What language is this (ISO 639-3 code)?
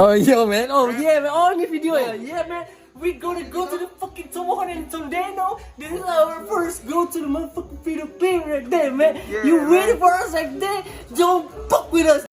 xmm